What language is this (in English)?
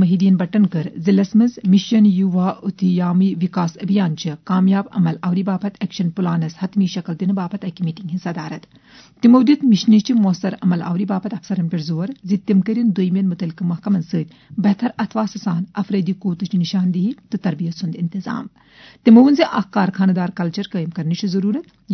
Kashmiri